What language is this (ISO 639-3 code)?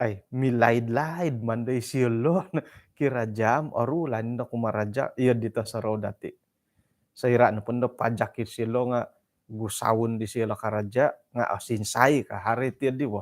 dtp